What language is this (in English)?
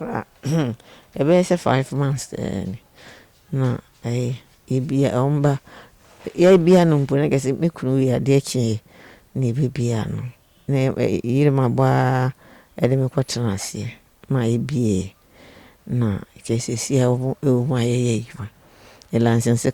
Akan